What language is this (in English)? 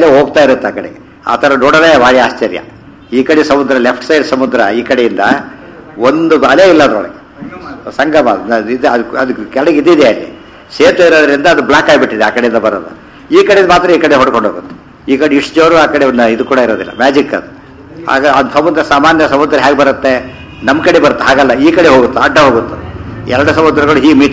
Kannada